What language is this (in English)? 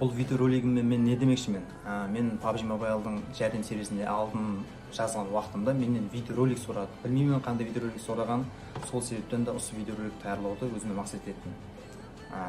Kara-Kalpak